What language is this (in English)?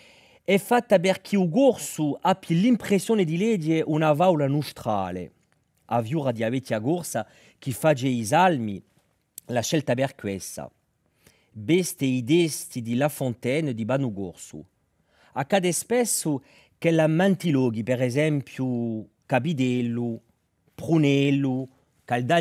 Corsican